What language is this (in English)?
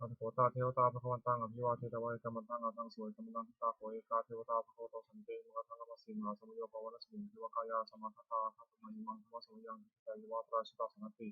Pali